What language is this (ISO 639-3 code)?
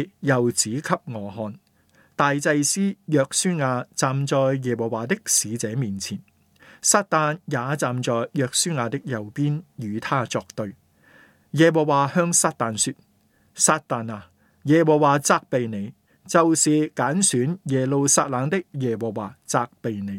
yue